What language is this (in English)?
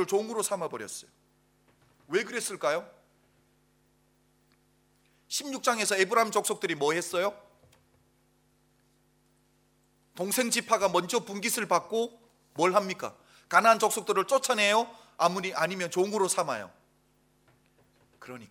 Korean